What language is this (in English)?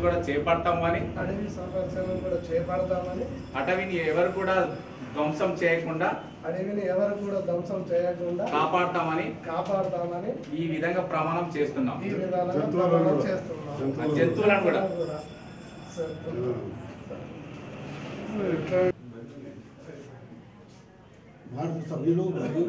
Telugu